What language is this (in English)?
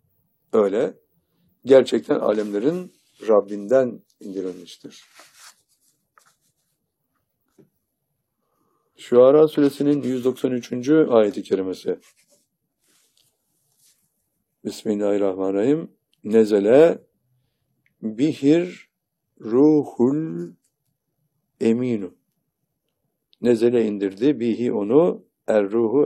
Turkish